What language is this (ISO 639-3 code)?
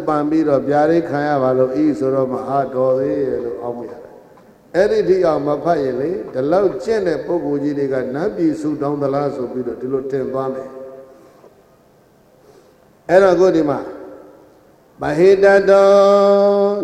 mya